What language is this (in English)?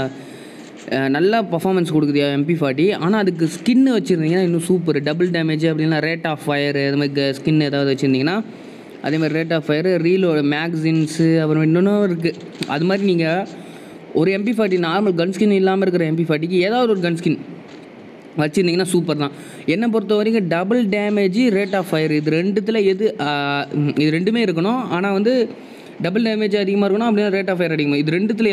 Tamil